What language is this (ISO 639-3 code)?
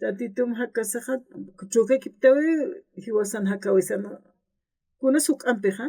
aym